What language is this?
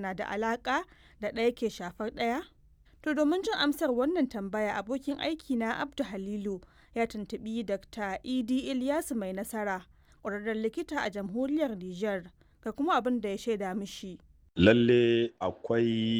Hausa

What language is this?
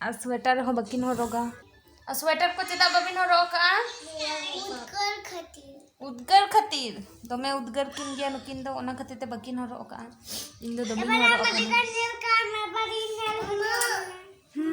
Santali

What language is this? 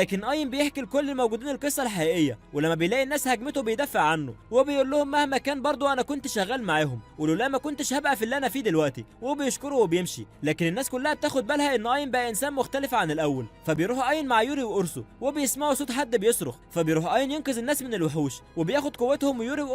Egyptian Arabic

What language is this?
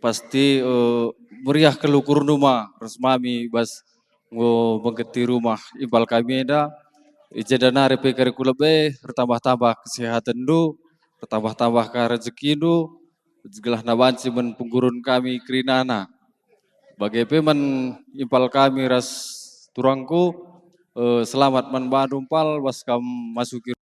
Batak Karo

